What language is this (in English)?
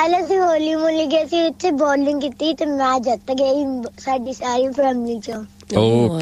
Punjabi